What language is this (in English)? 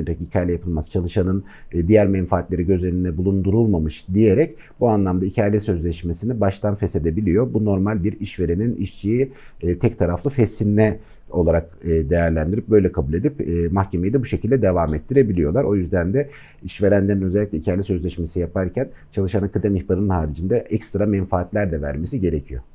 Turkish